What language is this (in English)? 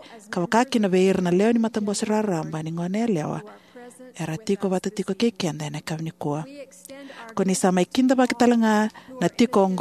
Fijian